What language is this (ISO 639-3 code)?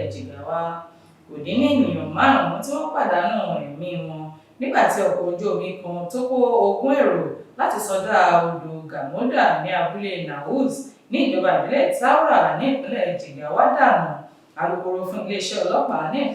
yor